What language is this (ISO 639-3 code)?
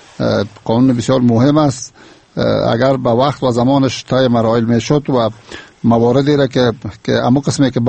fas